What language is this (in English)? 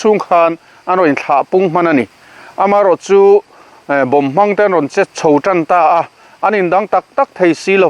Mizo